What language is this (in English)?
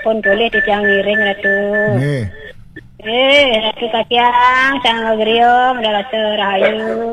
Balinese